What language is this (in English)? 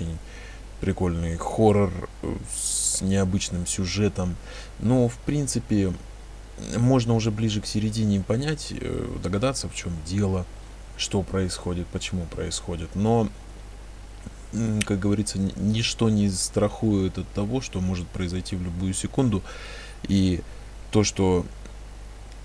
Russian